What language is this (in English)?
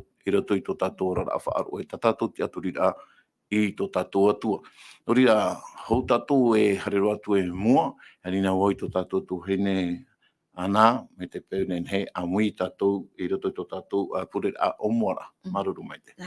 Tahitian